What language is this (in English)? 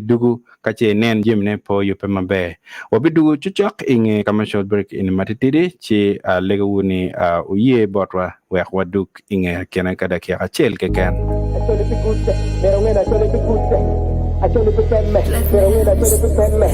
Acoli